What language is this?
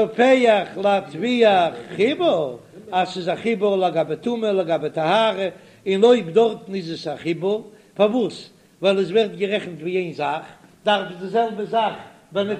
Yiddish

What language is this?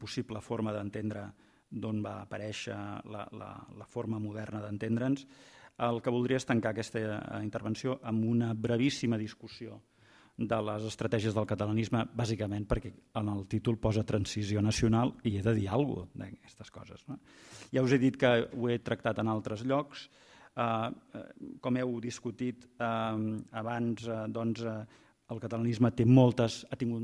Catalan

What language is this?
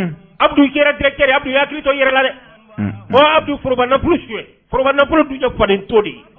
Bambara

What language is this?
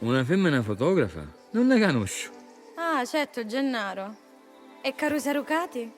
Sicilian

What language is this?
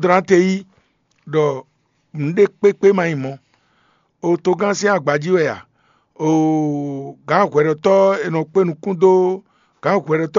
Fon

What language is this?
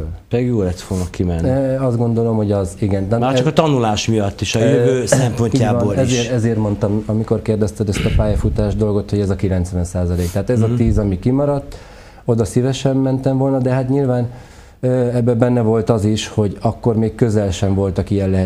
Hungarian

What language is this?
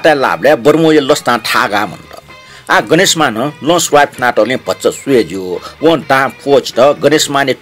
Newari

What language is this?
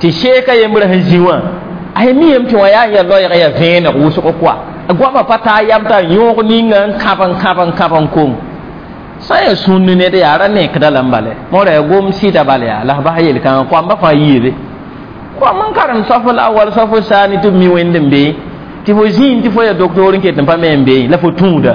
Mossi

